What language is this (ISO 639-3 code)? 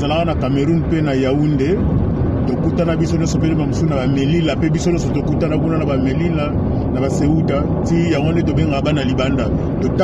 lin